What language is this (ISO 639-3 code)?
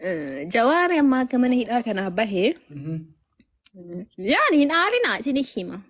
orm